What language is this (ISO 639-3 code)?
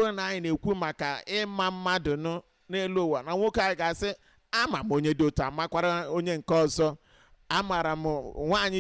ibo